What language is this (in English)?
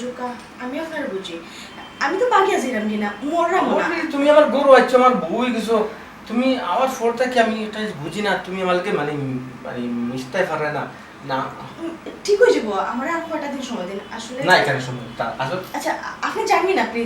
Sylheti